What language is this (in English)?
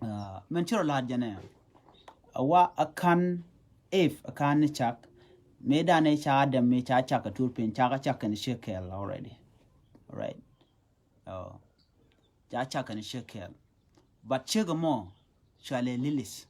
Nuer